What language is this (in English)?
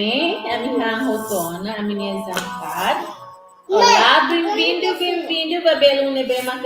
Tetum